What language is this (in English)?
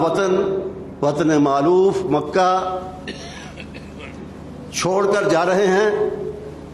Urdu